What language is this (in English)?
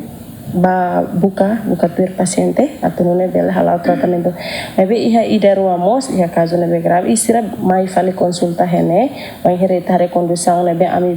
Tetum